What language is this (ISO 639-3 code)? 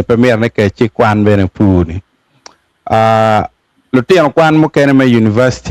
ach